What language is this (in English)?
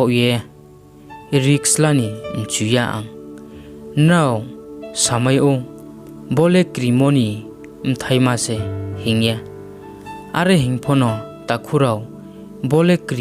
Riang (India)